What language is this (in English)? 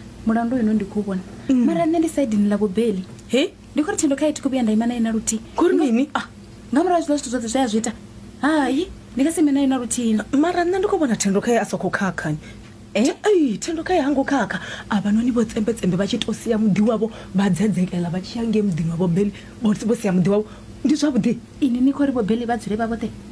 Venda